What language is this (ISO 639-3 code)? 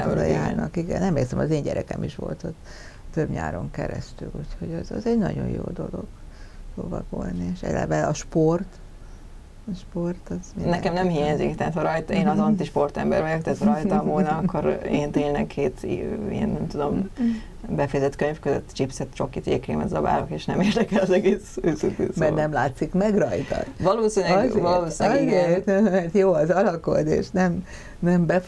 hun